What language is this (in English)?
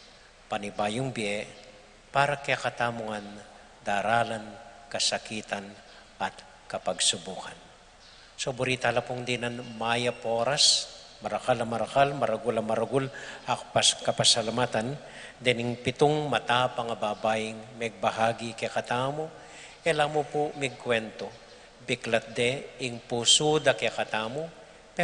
Pampanga